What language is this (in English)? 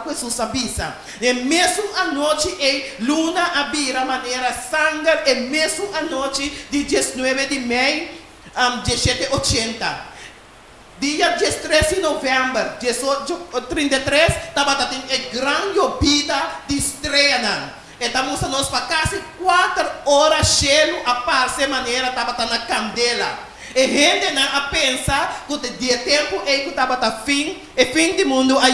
Papiamento